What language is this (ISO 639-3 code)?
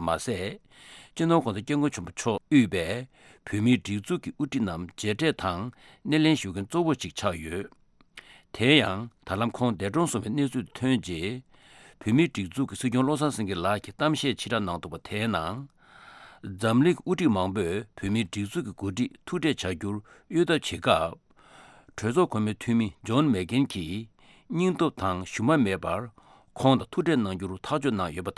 bod